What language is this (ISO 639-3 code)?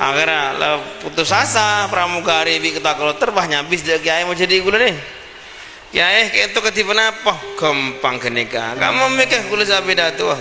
mad